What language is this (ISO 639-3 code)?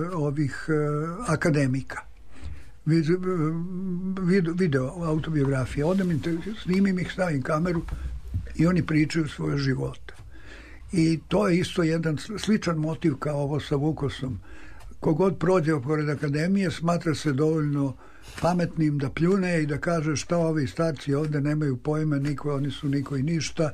srp